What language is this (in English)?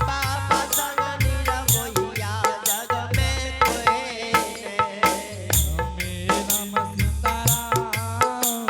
Angika